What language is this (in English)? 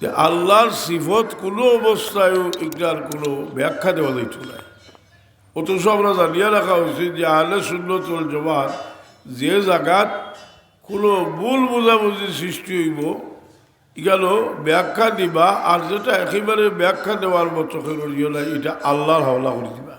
Sylheti